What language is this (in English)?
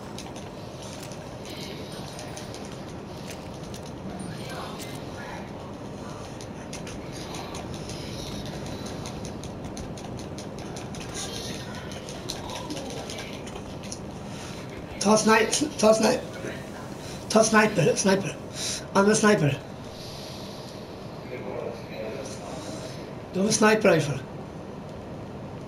Swedish